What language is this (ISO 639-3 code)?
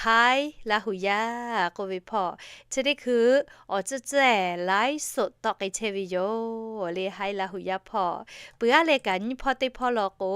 lhu